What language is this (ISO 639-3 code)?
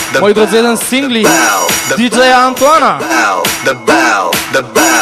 pol